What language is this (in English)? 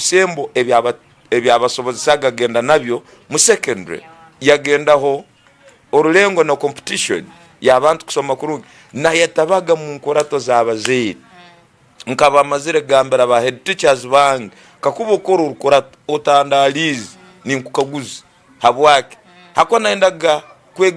Tooro